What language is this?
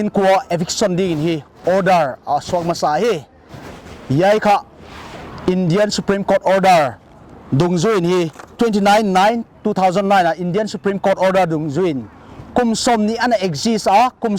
Paite Chin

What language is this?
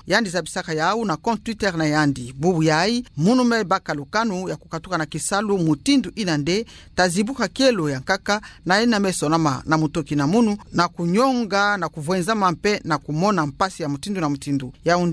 Kituba (Democratic Republic of Congo)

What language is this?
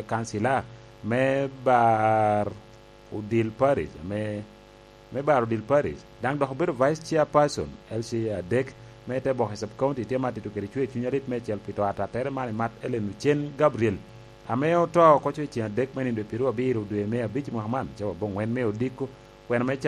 Lango (Uganda)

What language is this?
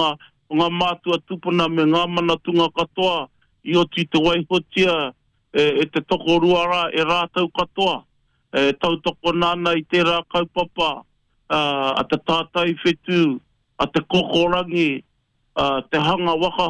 Māori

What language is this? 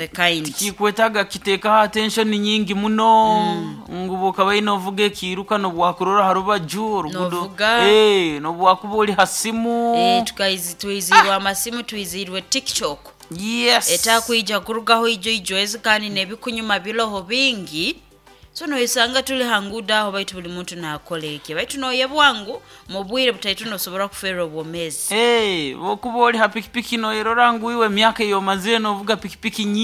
Nyoro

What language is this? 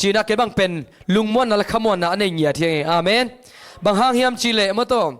Tedim Chin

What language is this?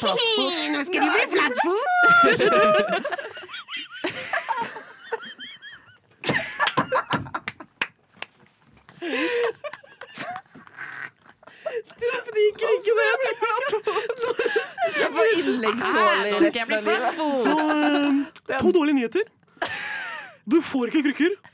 Norwegian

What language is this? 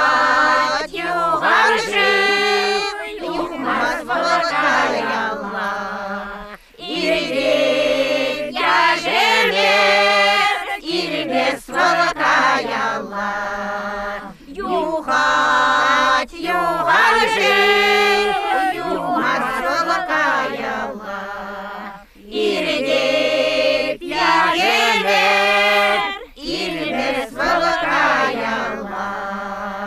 Chuvash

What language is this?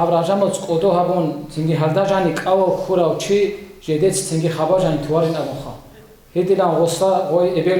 Avaric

